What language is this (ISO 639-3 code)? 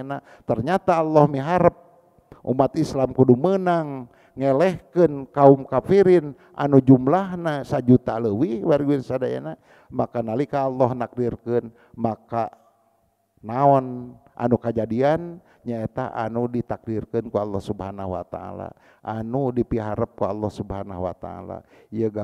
sun